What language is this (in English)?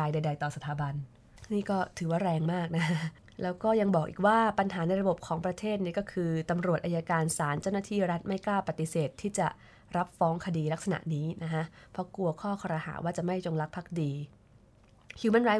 Thai